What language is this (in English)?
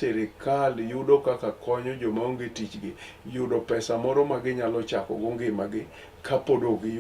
Luo (Kenya and Tanzania)